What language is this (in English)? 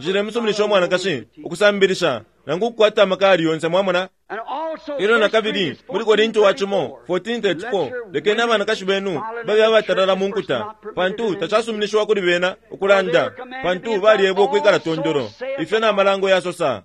Bemba